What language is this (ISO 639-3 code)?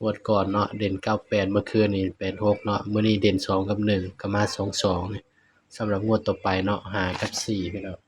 tts